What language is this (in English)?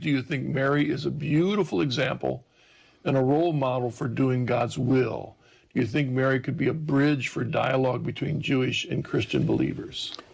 English